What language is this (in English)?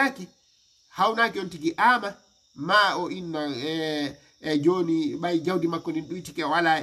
Fula